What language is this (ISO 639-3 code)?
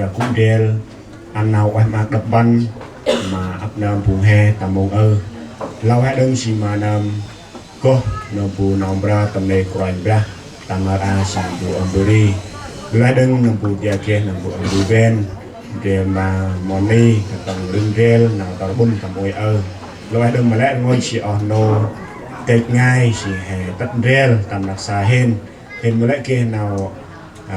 cmo